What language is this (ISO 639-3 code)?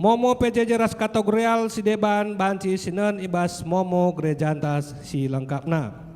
btx